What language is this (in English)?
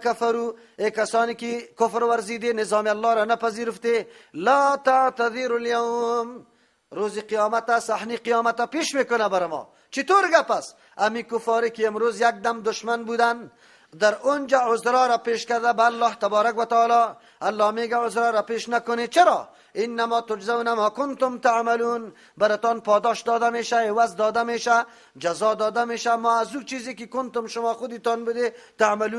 Persian